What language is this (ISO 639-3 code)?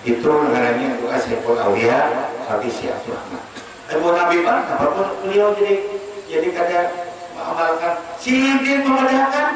bjn